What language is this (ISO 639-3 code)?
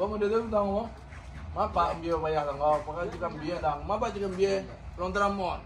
min